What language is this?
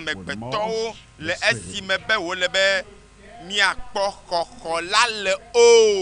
Ewe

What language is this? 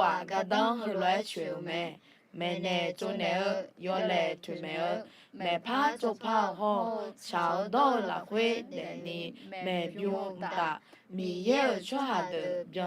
Akha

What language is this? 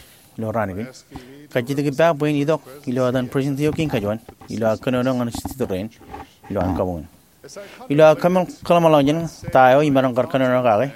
Marshallese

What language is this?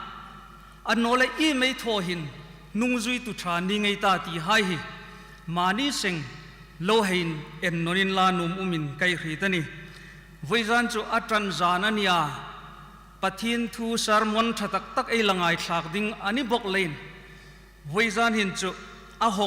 Hmar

